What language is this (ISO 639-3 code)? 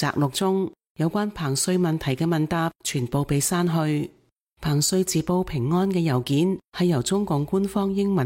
yue